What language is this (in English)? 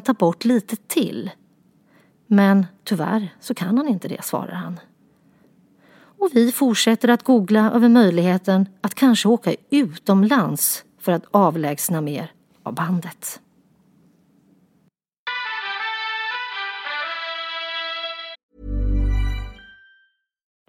Swedish